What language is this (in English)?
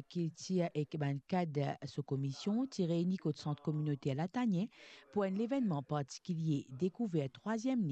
Morisyen